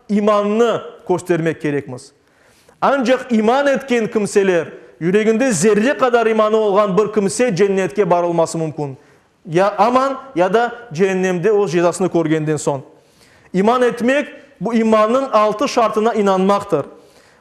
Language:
Crimean Tatar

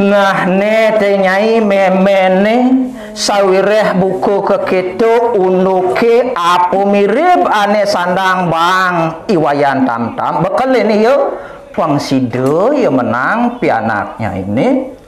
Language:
Balinese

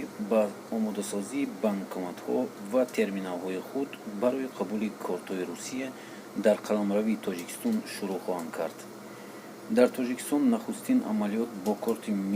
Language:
Tajik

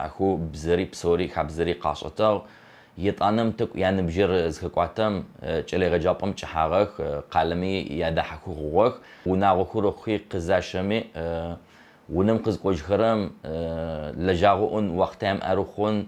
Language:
Adyghe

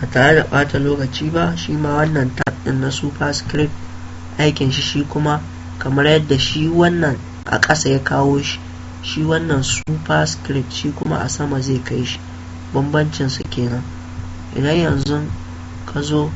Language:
Hausa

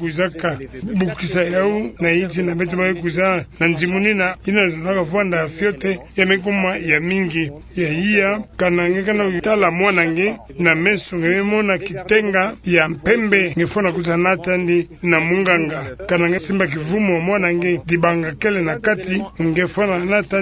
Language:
Kituba (Democratic Republic of Congo)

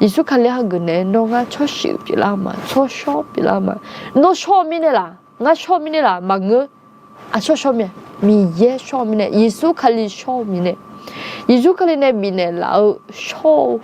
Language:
Akha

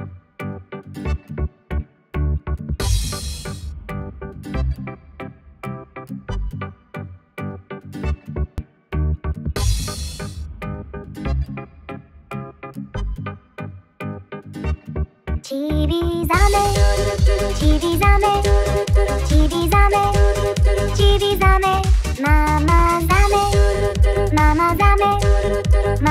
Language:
Japanese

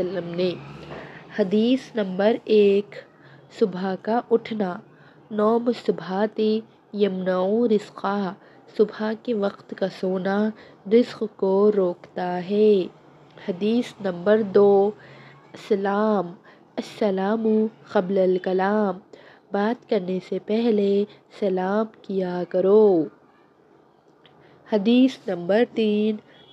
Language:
Urdu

